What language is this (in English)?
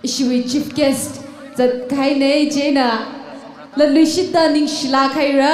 Tangkhul Naga (India)